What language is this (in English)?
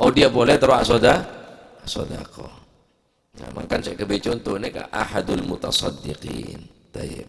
Madurese